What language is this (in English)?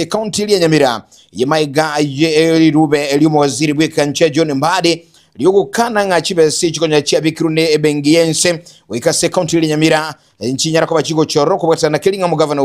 Gusii